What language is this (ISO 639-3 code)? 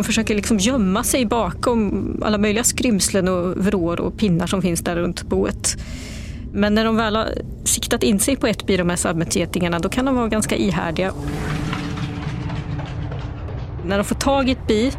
swe